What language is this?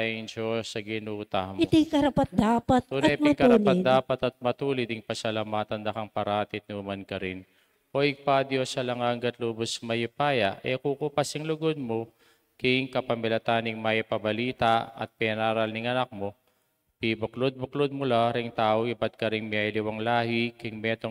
Pampanga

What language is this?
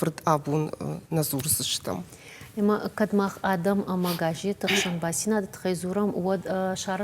Ossetic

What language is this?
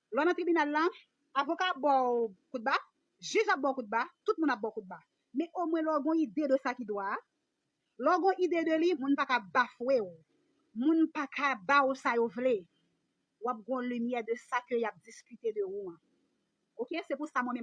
Haitian Creole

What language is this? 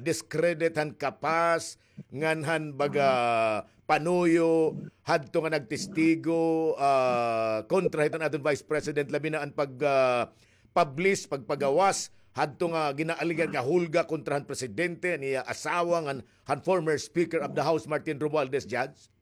Waray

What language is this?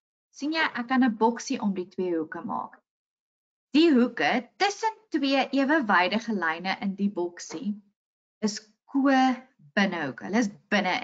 Afrikaans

